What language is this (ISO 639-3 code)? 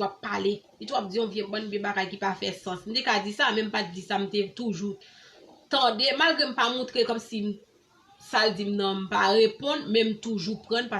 hat